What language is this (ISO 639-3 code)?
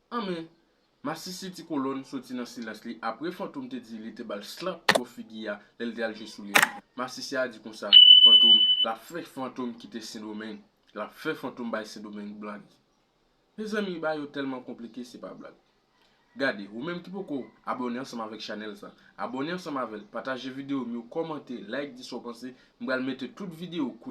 hat